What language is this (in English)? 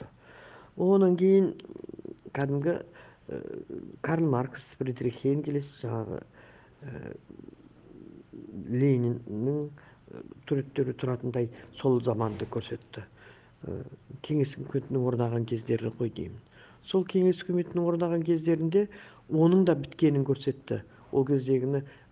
Kazakh